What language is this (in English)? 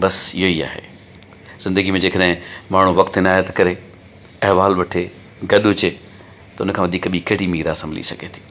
Sindhi